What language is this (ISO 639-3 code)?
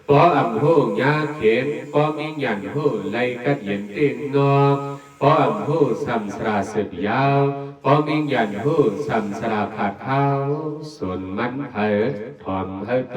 shn